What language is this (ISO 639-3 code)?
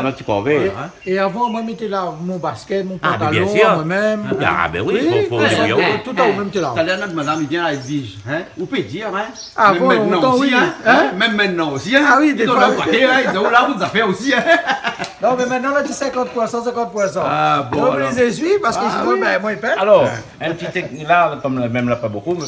rcf